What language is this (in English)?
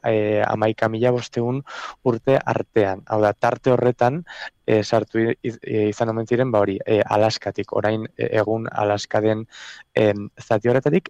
Basque